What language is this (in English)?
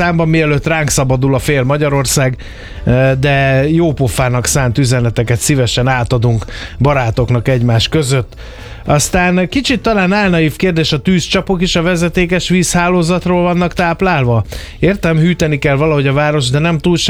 Hungarian